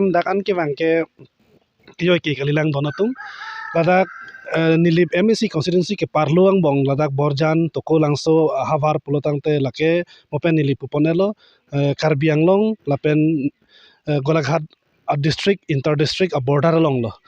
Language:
Karbi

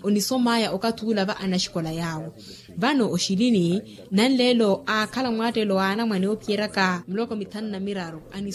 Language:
Makhuwa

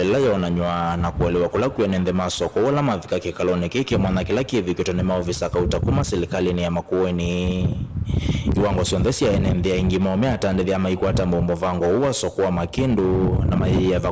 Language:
Kamba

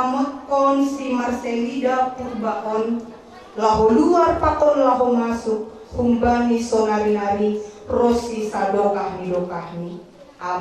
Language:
Batak Simalungun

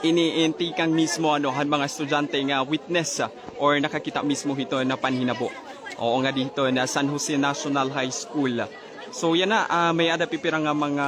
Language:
Waray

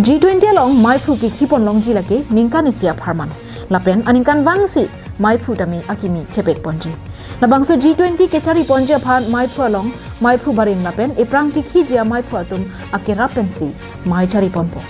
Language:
Karbi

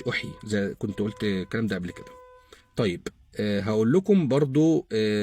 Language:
Egyptian Arabic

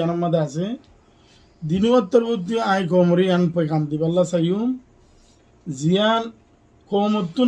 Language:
Rohingya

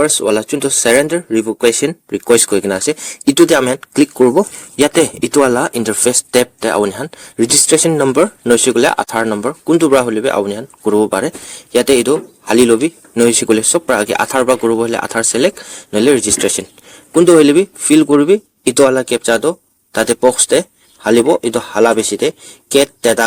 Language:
Naga Pidgin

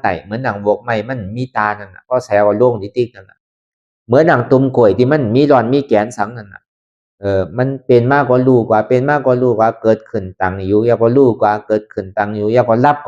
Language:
Lü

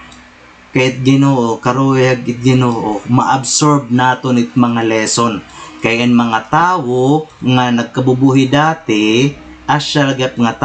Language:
Waray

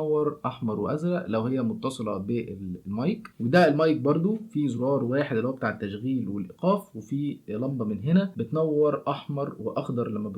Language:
Egyptian Arabic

